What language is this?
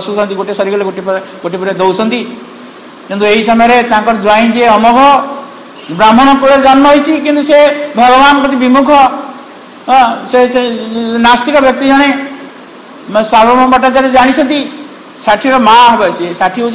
Odia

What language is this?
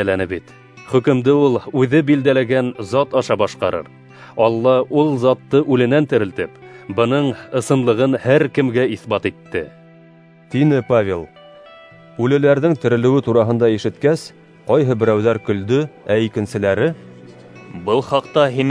Bashkir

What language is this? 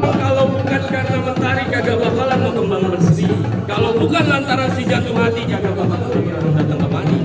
Betawi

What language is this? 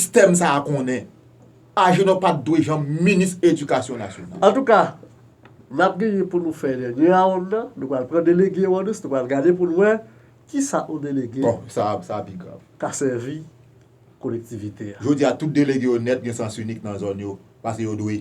Haitian Creole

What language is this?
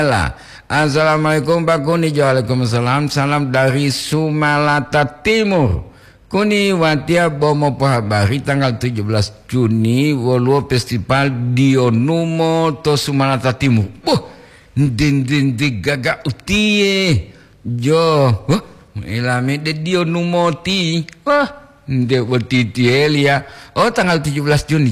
Gorontalo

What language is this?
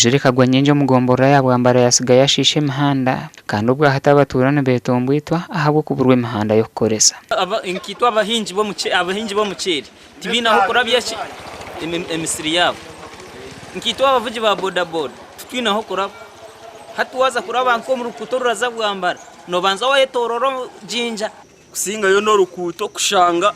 Nyankole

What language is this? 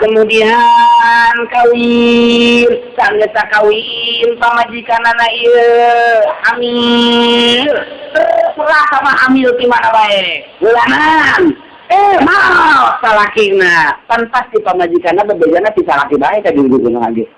Sundanese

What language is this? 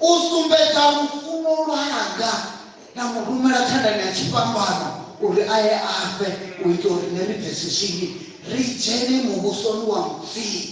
Venda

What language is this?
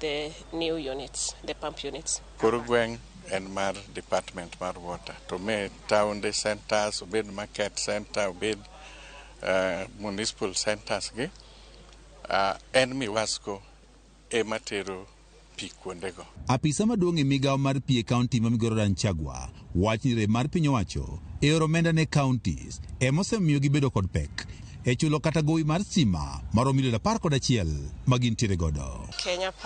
Luo (Kenya and Tanzania)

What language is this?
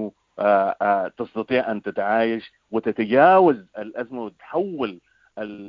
Sudanese Arabic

